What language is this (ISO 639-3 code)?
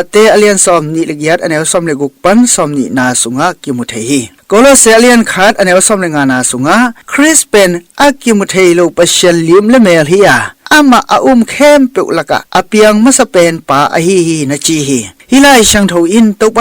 ctd